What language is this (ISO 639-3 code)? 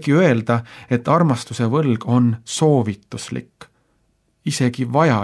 est